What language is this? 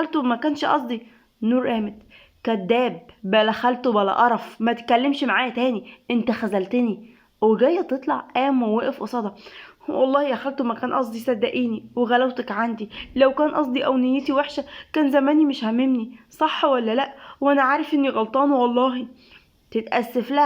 Egyptian Arabic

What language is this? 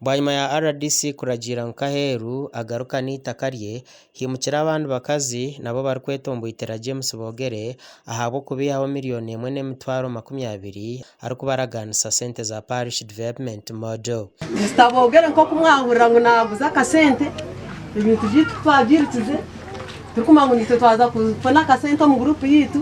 Nyankole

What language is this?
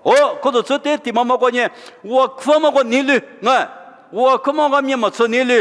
Lisu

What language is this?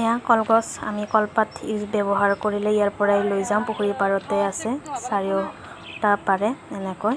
Assamese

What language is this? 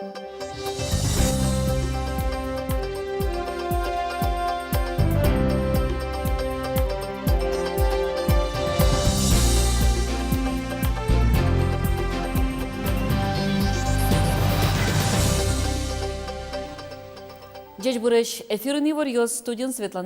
Udmurt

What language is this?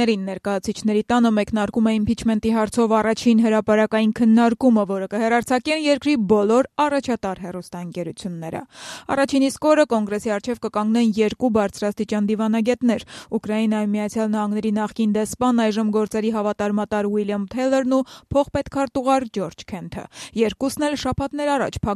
Armenian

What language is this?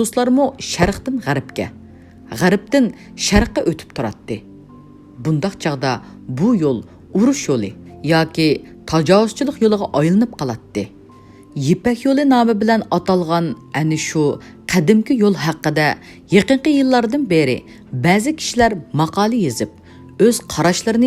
Uyghur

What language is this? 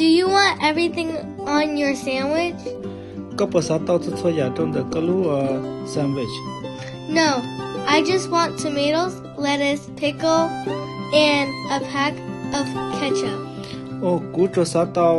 Hmong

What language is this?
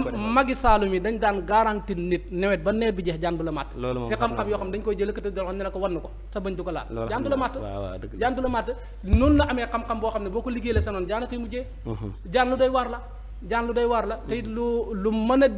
Wolof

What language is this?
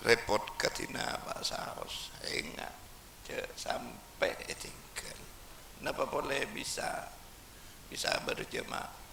Madurese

